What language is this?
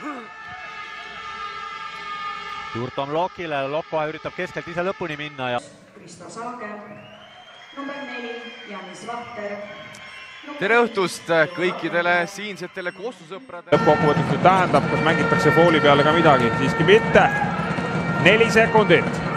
Estonian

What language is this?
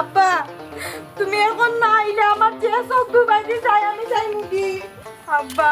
Sylheti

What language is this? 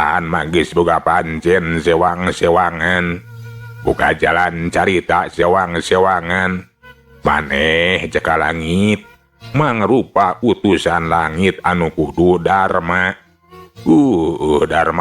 Sundanese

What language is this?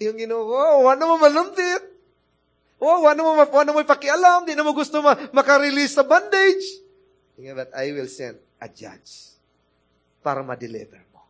Cebuano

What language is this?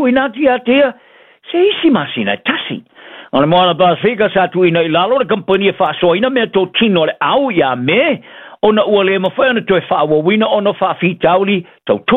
Samoan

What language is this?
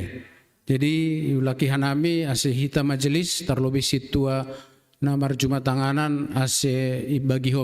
Batak Simalungun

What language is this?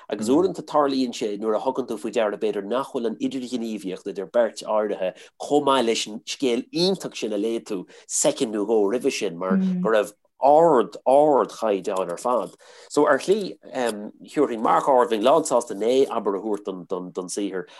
Irish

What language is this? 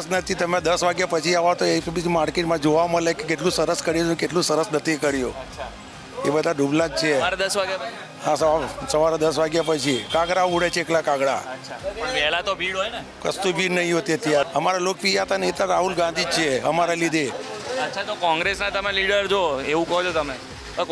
Gujarati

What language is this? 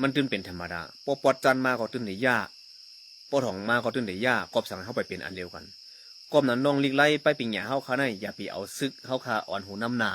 Shan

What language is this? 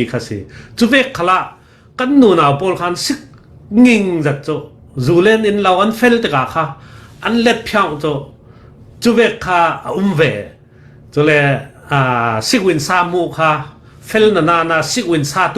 Falam Chin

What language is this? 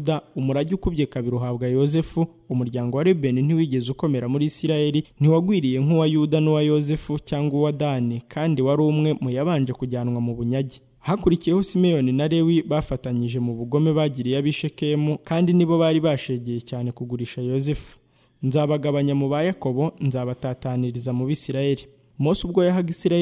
Kinyarwanda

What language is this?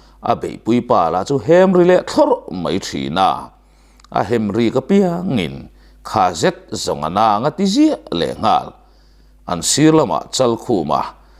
Mizo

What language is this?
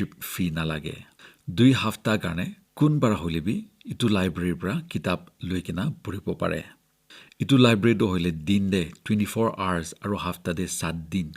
Naga Pidgin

